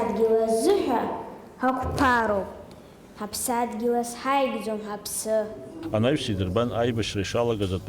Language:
Abkhazian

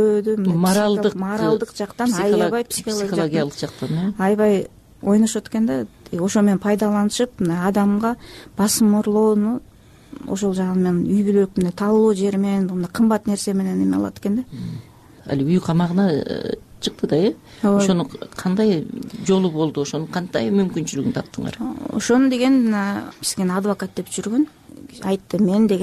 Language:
Kyrgyz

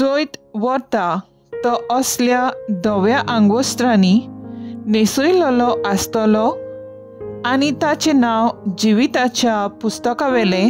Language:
Konkani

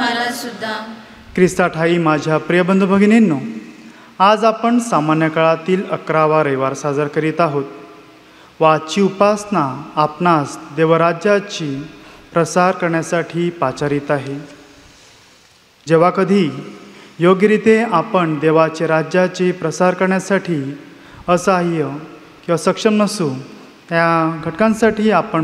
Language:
Marathi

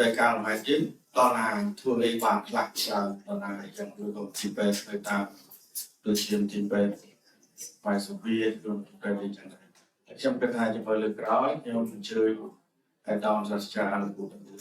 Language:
Khmer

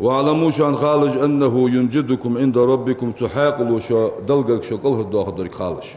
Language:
Ingush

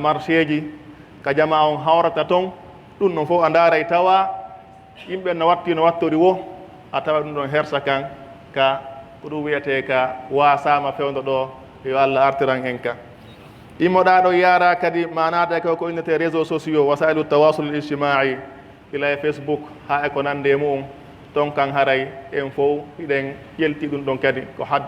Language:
Pular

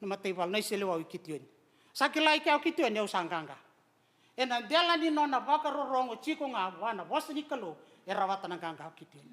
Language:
Fijian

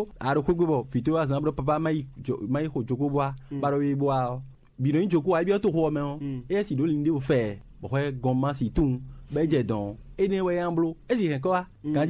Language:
Fon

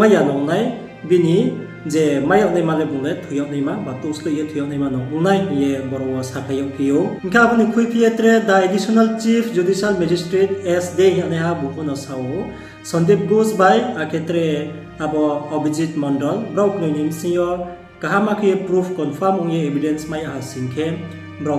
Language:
Riang (India)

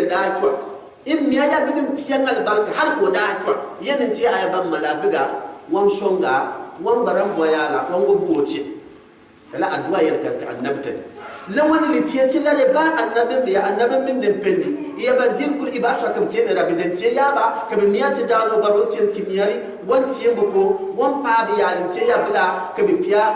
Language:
Gourmanchéma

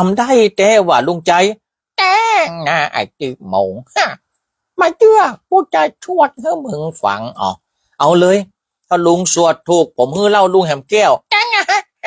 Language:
Northern Thai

